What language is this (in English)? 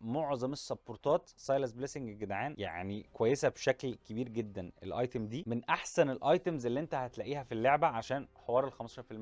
Egyptian Arabic